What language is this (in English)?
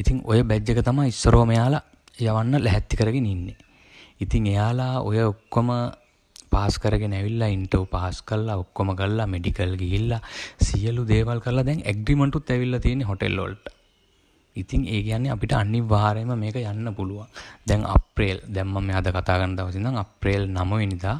Sinhala